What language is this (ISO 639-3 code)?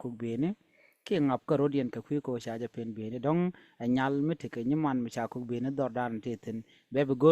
nus